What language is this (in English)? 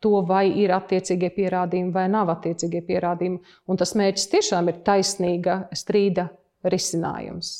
Latvian